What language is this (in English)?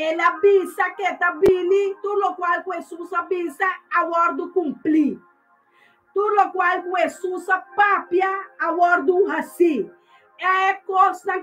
Papiamento